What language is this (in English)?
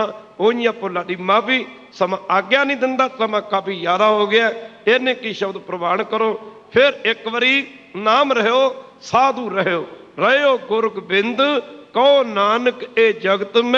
Punjabi